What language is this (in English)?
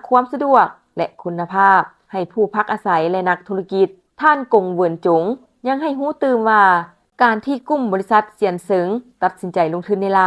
Lao